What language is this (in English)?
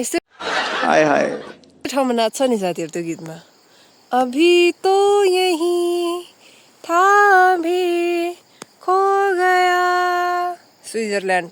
Nepali